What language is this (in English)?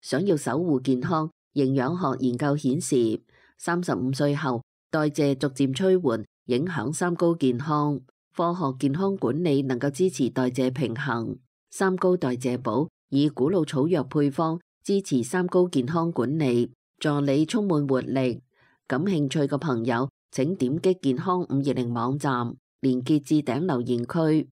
Cantonese